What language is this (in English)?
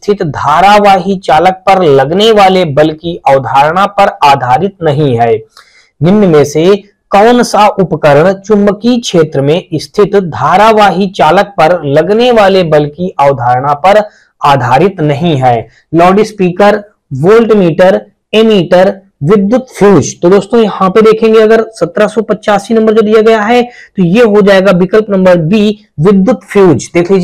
Hindi